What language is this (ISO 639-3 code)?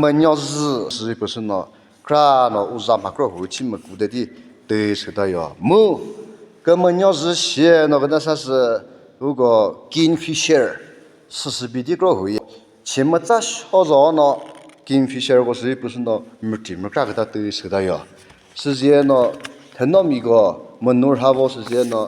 nri